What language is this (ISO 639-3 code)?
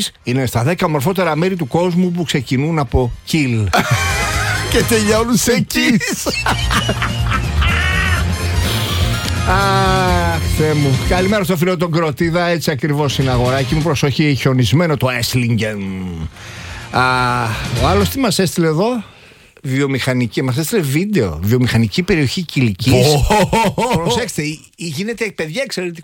ell